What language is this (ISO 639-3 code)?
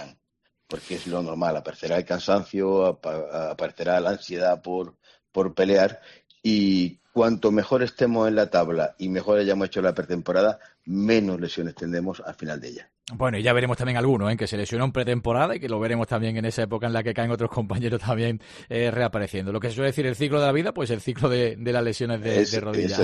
spa